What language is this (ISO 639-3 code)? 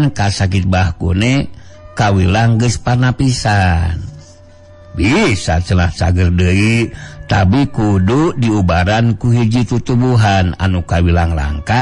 sun